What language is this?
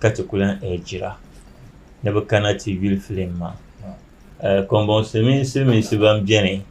Dagbani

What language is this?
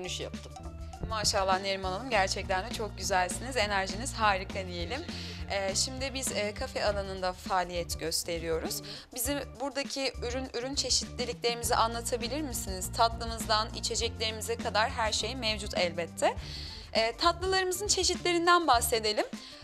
Turkish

